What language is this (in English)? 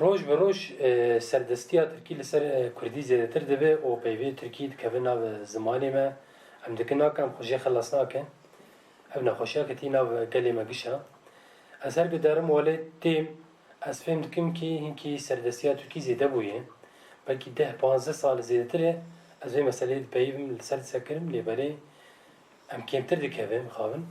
Kurdish